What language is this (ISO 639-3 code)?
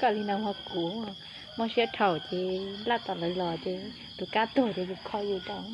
hmn